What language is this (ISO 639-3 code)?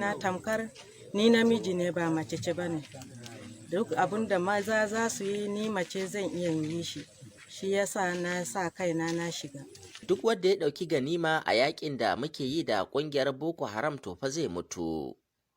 hau